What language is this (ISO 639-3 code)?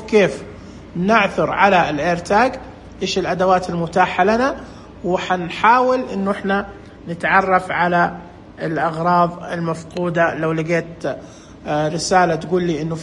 ars